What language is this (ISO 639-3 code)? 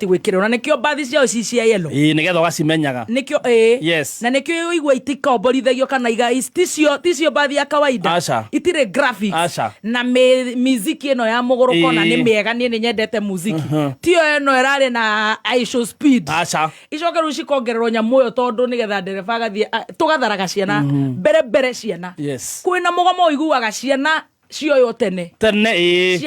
kik